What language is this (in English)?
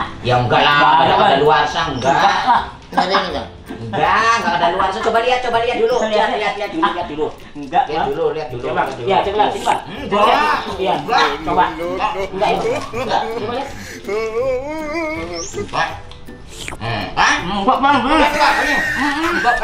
Indonesian